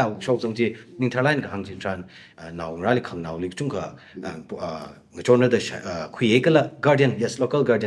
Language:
Tangkhul Naga (India)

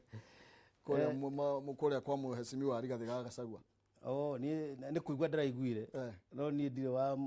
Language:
Kikuyu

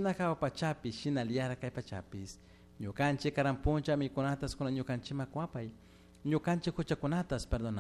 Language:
Chimborazo Highland Quichua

